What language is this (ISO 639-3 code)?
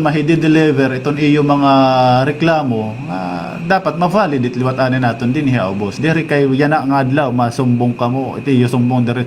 war